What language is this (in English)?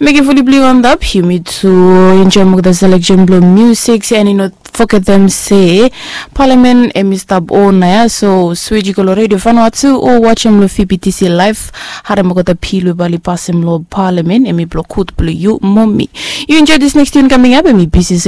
Bislama